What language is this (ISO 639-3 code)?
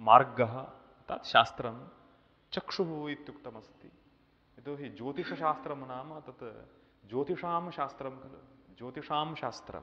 san